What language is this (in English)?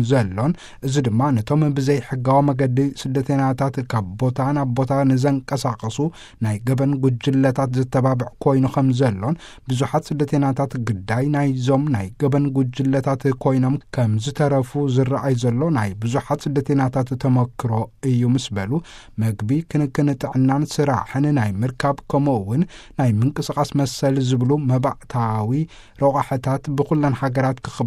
Tigrinya